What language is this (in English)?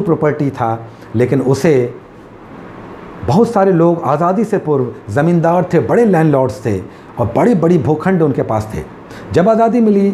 Hindi